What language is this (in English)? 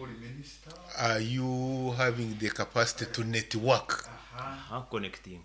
Nyoro